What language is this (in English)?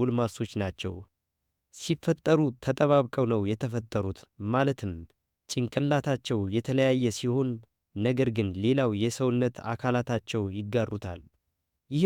Amharic